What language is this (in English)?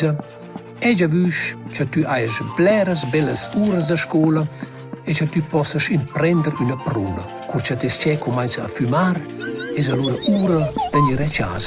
Romansh